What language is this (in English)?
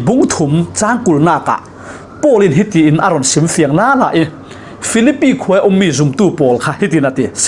Falam Chin